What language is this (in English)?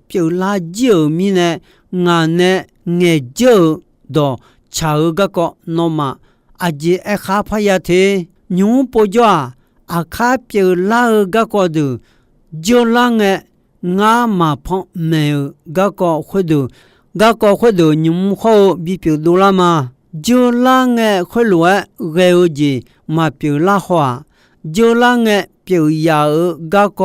Akha